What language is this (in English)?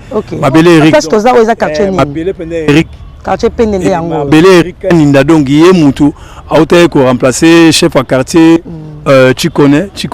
Lingala